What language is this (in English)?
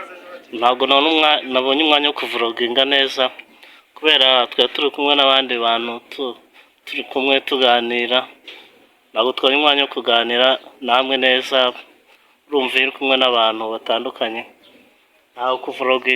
Kinyarwanda